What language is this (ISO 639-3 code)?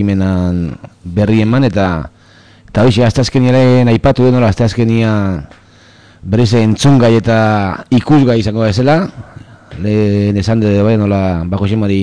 eus